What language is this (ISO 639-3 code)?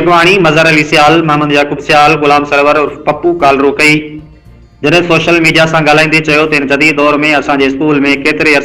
snd